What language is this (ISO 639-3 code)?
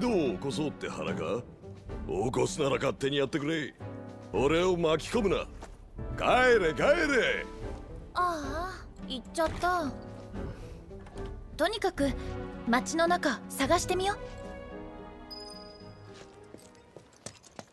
jpn